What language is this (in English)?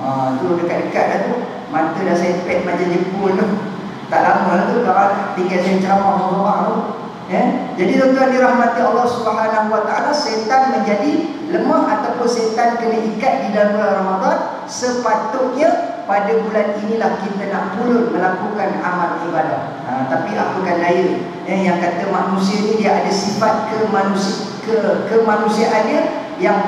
Malay